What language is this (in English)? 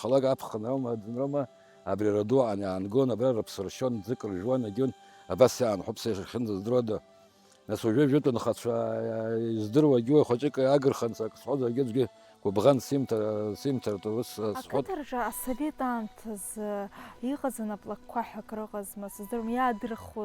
Abkhazian